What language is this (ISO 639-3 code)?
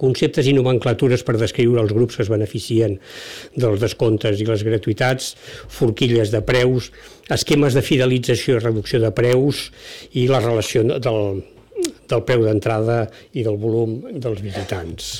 cat